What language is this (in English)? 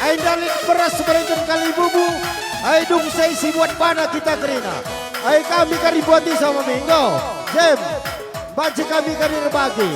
Batak Karo